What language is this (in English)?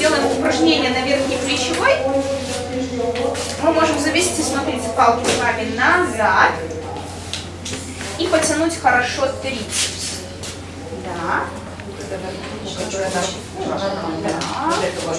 Russian